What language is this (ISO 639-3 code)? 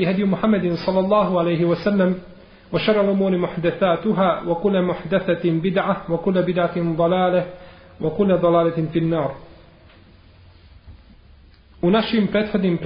bos